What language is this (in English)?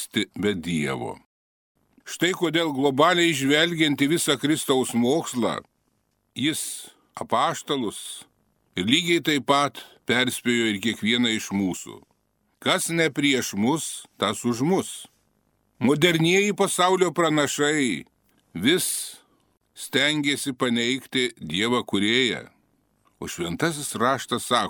Lithuanian